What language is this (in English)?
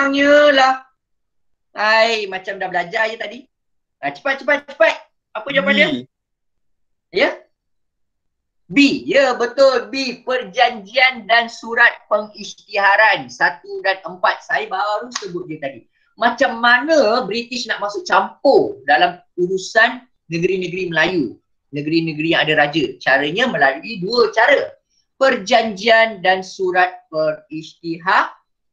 Malay